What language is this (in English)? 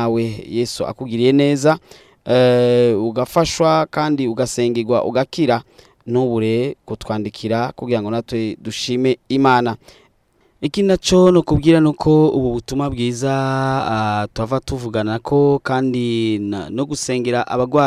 Rundi